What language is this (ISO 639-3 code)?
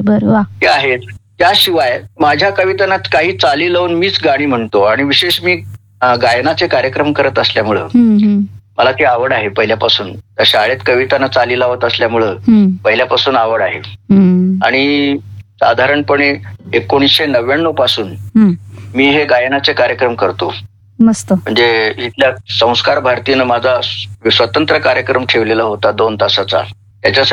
mar